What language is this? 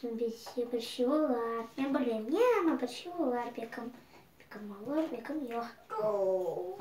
Crimean Tatar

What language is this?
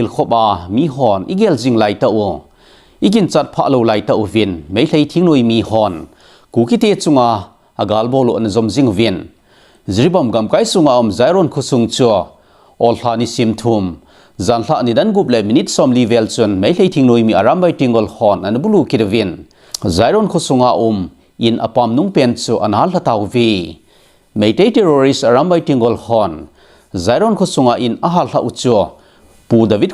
Thado Chin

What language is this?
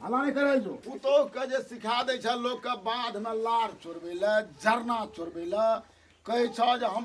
Maithili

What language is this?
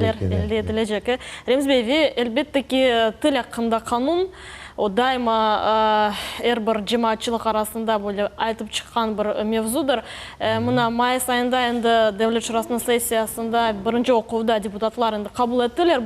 Crimean Tatar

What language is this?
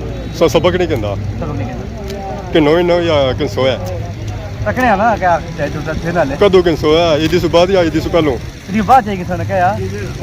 Pahari-Potwari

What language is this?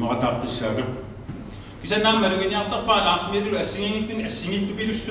Kalaallisut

